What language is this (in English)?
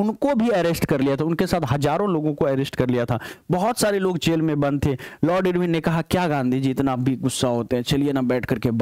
Hindi